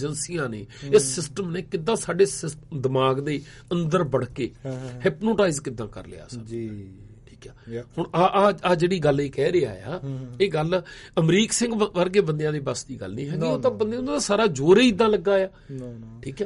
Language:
Punjabi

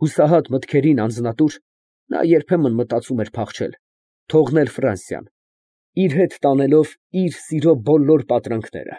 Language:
Armenian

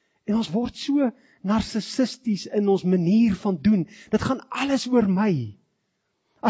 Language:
Afrikaans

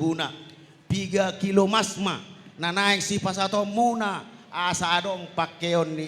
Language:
Batak Toba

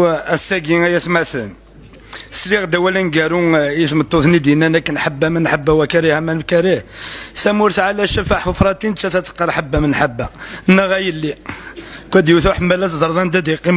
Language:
Kabyle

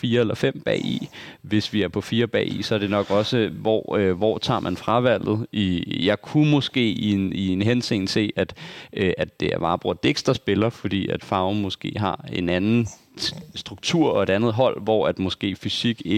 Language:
Danish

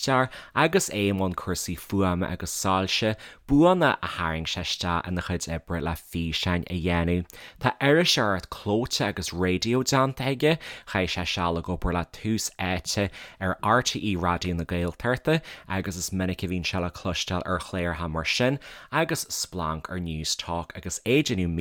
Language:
Irish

